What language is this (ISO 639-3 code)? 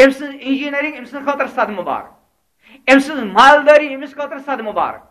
kas